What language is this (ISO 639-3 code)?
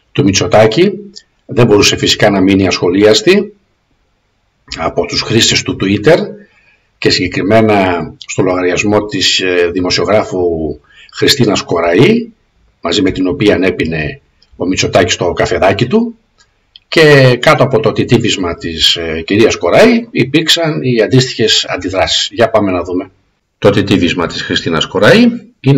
ell